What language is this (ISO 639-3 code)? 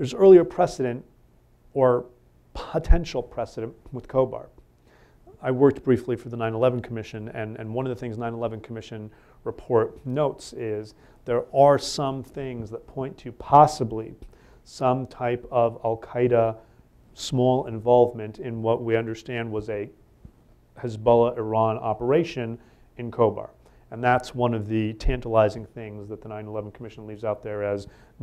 eng